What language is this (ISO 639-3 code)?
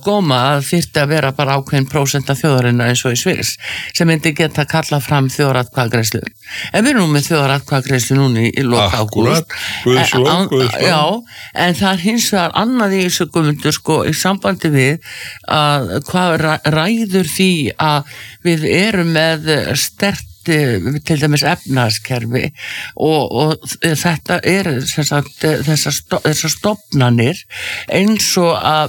isl